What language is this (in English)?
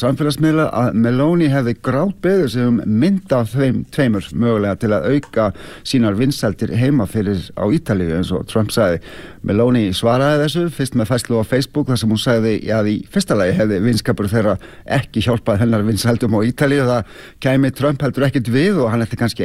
Icelandic